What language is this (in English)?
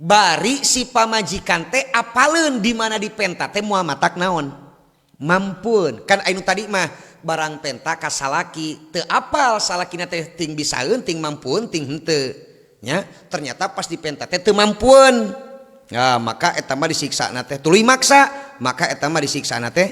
Sundanese